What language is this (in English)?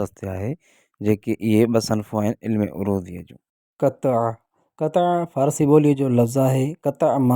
Sindhi